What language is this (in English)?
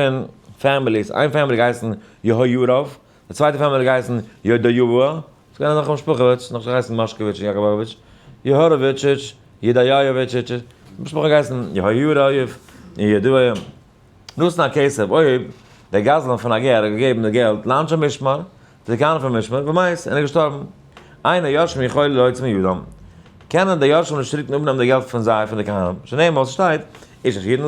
Yiddish